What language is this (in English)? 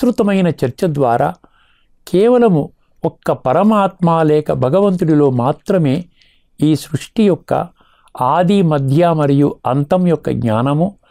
Telugu